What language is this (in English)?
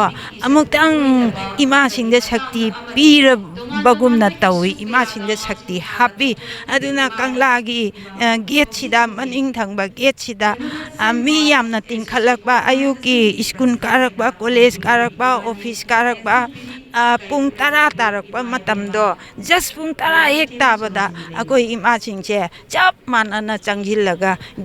Manipuri